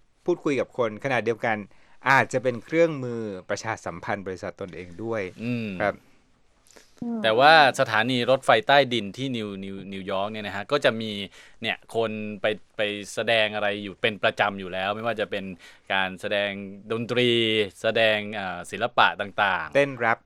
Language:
Thai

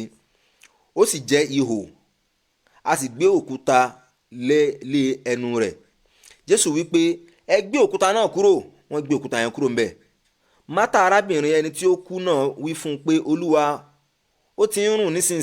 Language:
Yoruba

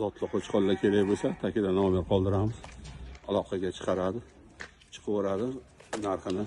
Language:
Uzbek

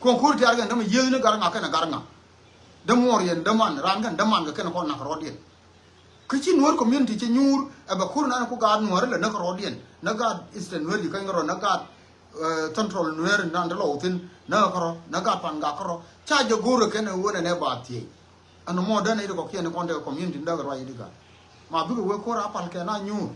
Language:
Nuer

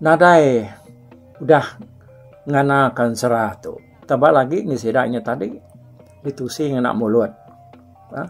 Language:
Iban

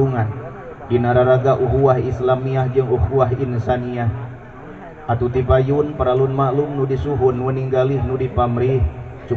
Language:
Sundanese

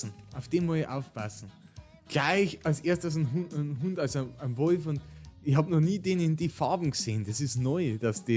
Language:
Bavarian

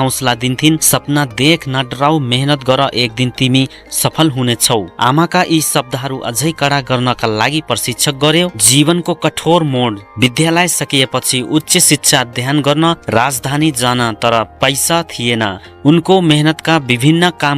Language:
Nepali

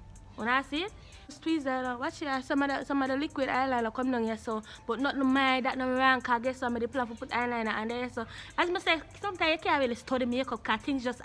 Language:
Jamaican Creole English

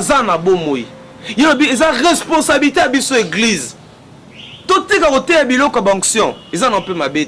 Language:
Lingala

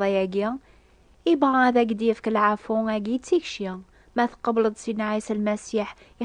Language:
Kabyle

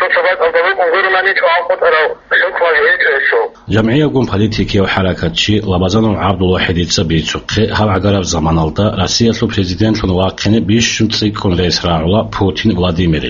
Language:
Avaric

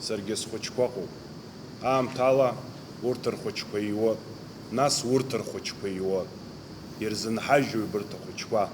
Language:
Abkhazian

